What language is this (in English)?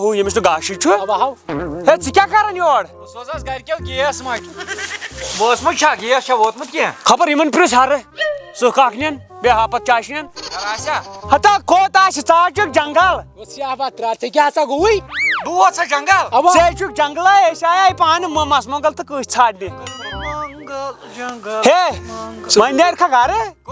Kashmiri